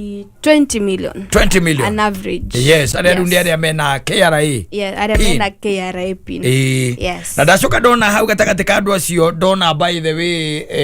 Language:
Kikuyu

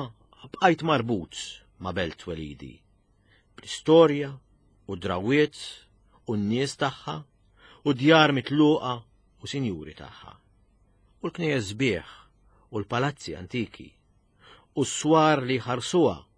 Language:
Maltese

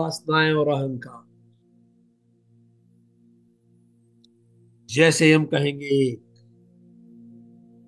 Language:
Hindi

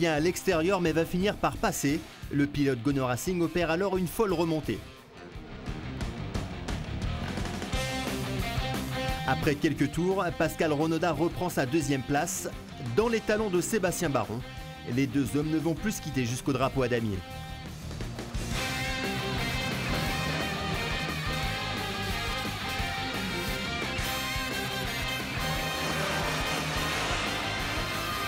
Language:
French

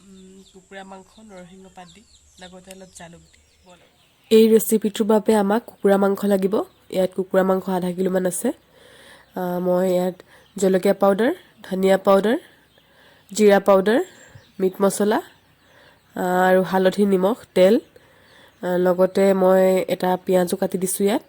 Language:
Assamese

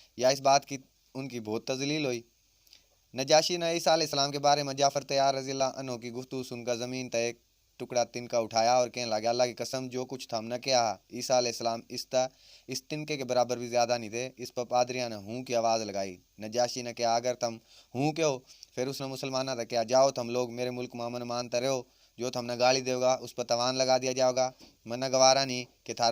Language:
Haryanvi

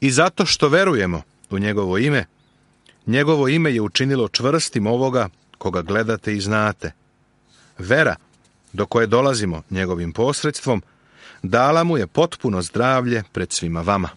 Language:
Serbian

